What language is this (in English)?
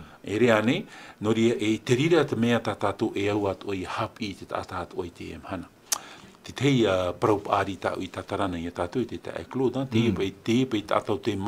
Tahitian